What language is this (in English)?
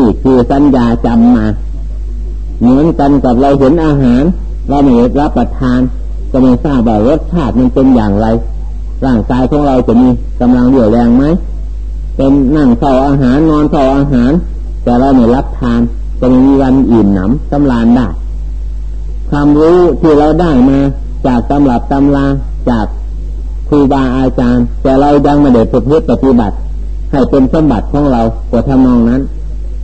Thai